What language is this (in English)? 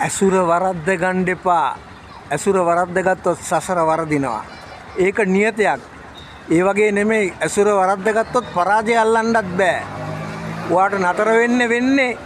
Sinhala